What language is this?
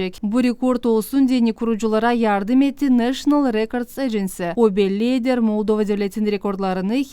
Gagauz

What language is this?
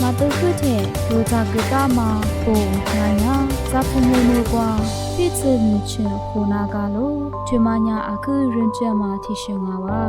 Lisu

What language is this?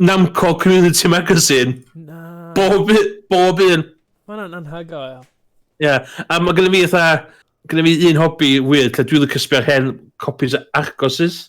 Welsh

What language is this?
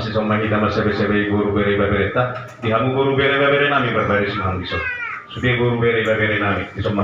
Batak Toba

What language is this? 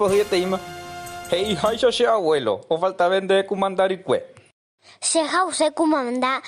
Guarani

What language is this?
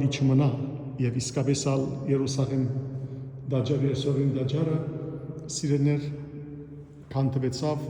Western Armenian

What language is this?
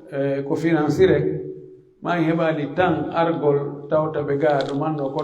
Pular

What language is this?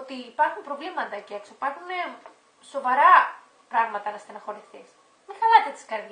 Greek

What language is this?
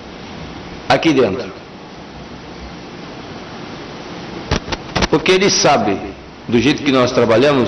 Portuguese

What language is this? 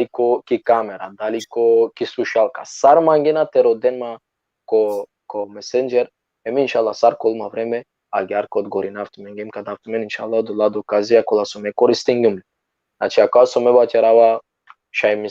Balkan Romani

